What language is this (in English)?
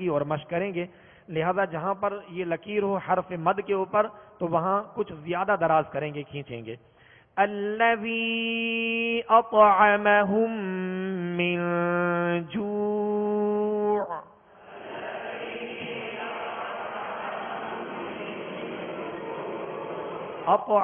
Urdu